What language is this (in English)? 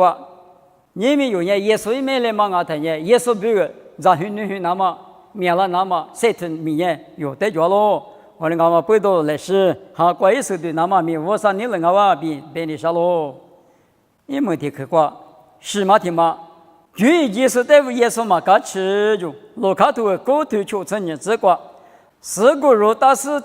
Lisu